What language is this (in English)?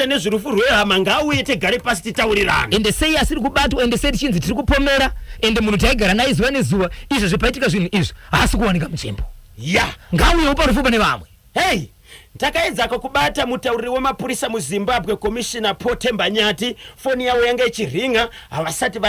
Shona